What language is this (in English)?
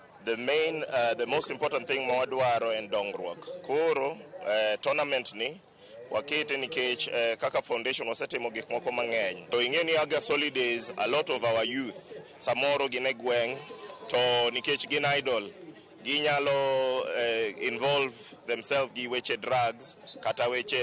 Luo (Kenya and Tanzania)